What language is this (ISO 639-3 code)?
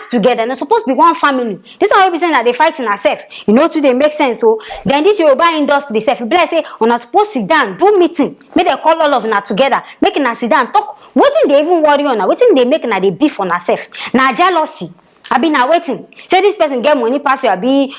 pcm